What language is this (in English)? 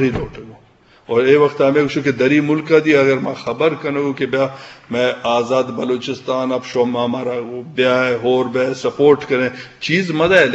Eastern Balochi